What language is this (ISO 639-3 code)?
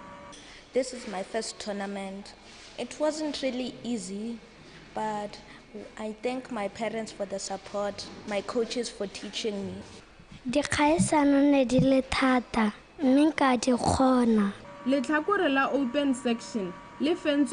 tsn